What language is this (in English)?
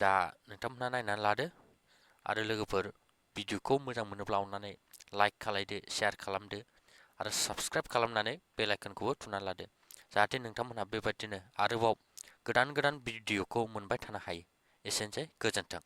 Bodo